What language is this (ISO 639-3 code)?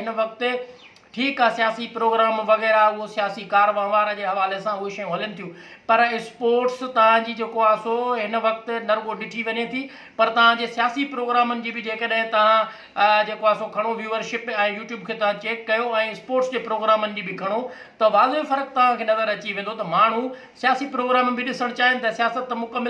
snd